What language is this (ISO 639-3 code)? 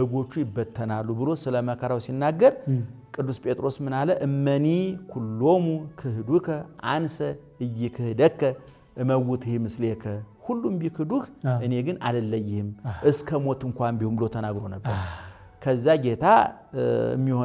amh